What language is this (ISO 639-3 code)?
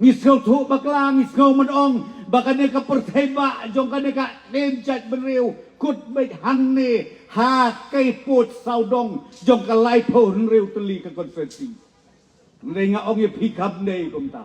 kha